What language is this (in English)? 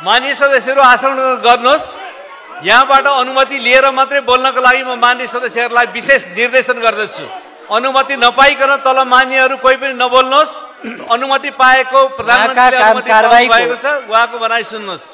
Nepali